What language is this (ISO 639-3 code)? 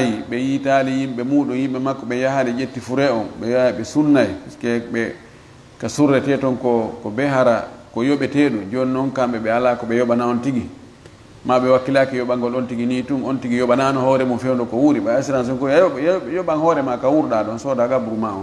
ful